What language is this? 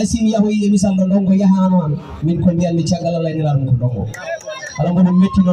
Fula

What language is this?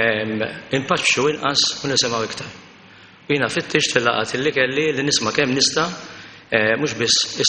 Maltese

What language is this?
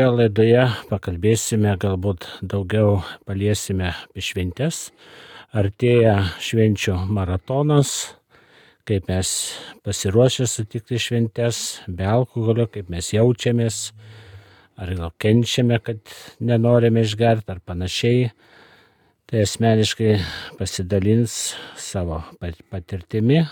Lithuanian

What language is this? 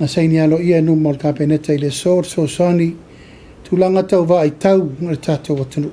Samoan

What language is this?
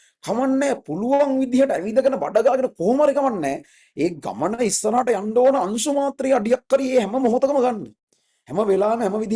Sinhala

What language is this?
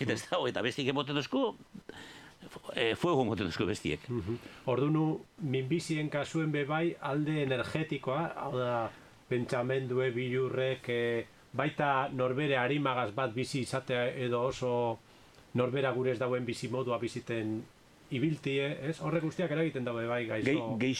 Basque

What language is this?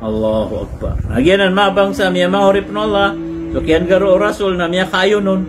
Maranao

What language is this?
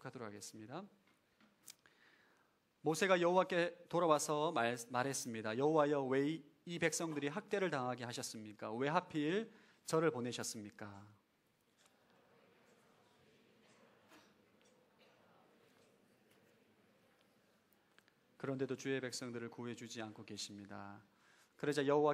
Korean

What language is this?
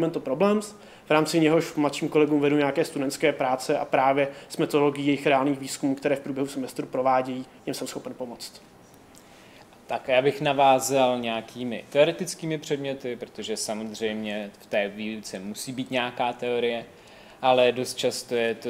Czech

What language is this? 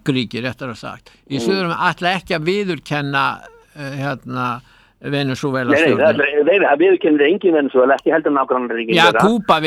Icelandic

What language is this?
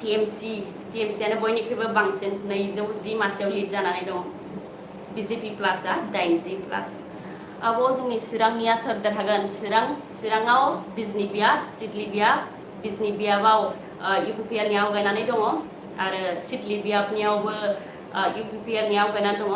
Bodo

